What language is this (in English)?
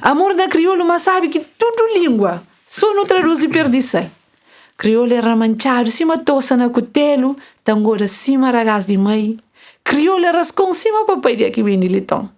Kabuverdianu